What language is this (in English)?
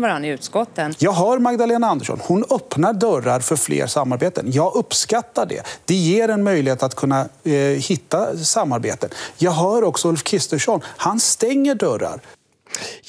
Swedish